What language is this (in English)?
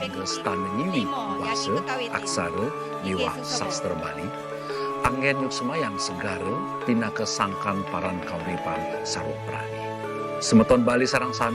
Balinese